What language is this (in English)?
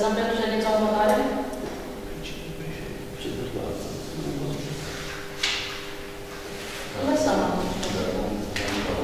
Romanian